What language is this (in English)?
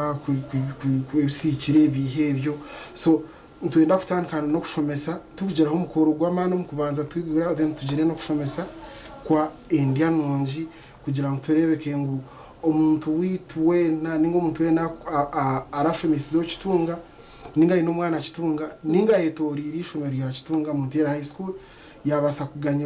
Nyankole